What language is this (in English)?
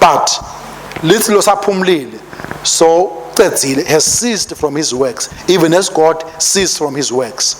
Swati